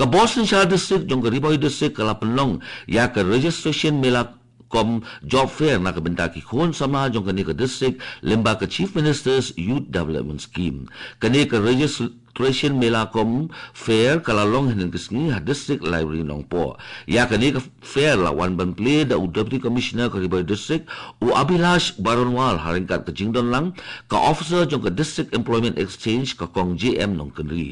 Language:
Khasi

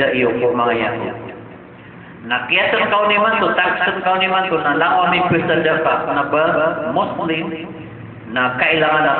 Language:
Maranao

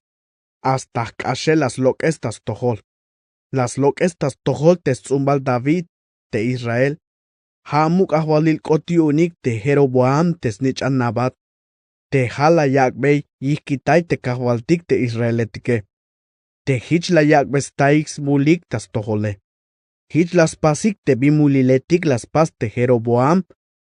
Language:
Tzeltal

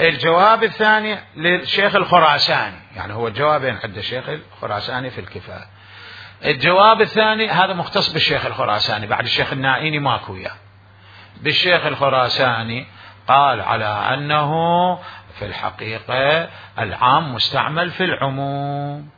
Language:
Mesopotamian Arabic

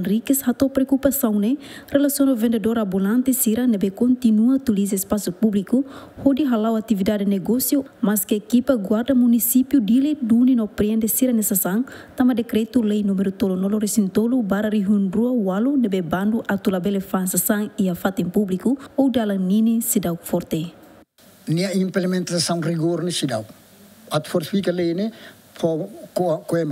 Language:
Tetum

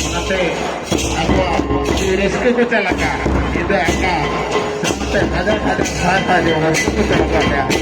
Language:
Santali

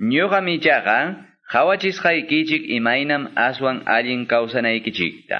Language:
Quechua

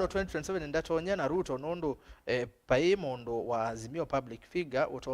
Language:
Kamba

